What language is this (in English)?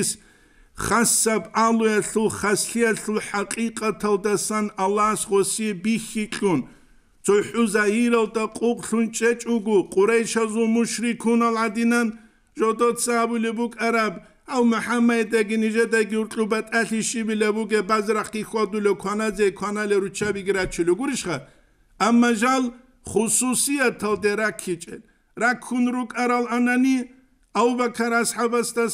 Avaric